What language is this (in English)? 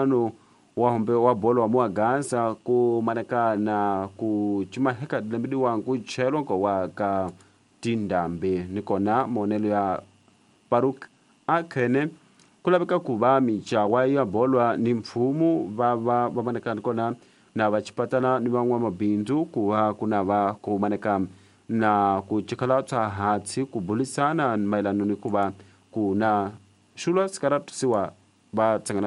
Tsonga